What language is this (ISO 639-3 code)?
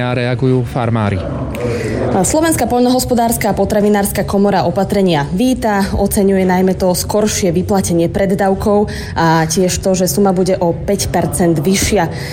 slk